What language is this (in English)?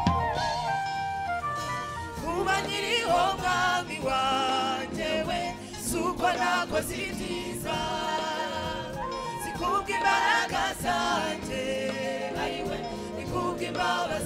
Kinyarwanda